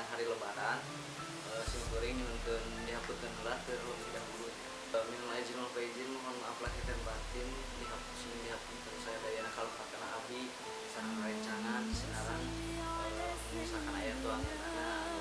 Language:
Sundanese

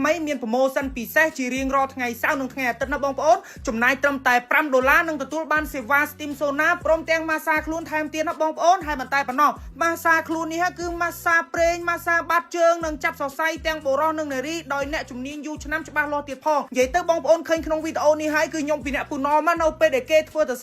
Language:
Khmer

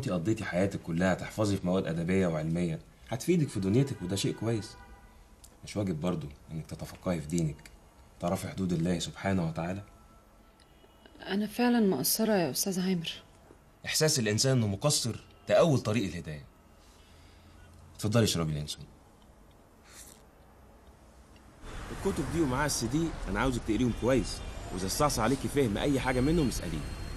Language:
Egyptian Arabic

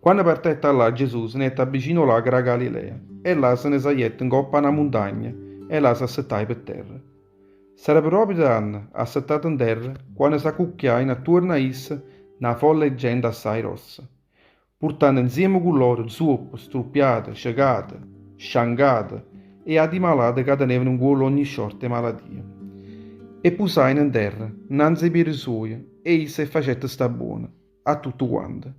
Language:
Neapolitan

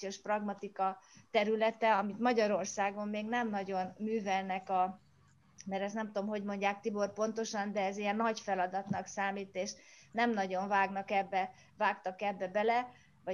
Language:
Hungarian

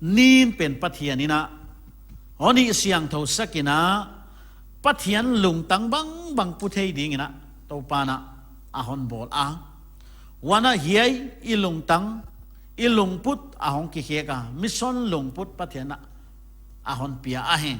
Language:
Paite Chin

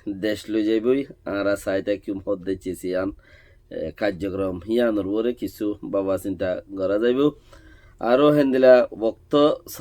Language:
Rohingya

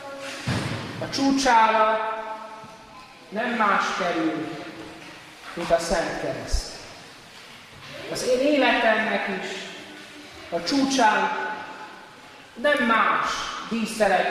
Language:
Hungarian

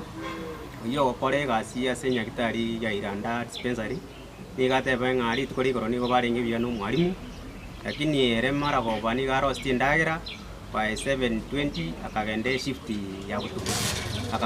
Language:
Gusii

